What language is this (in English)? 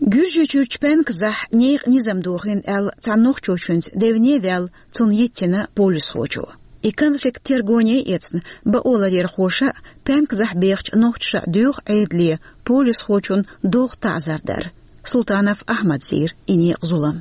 Chechen